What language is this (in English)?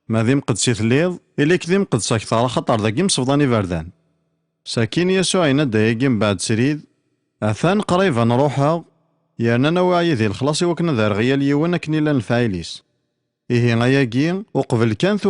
Kabyle